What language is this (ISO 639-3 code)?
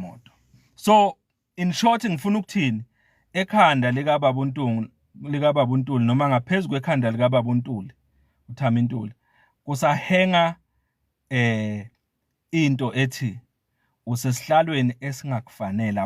zul